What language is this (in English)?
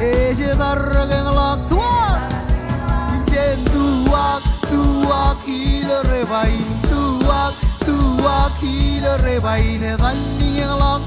Marshallese